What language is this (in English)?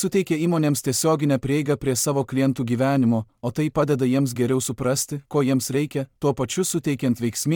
Lithuanian